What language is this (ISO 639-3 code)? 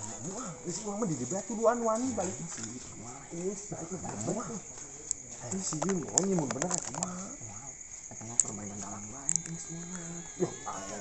sun